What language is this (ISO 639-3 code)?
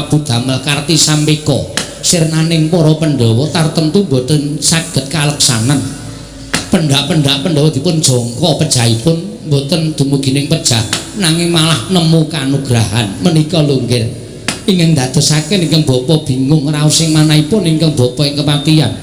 jav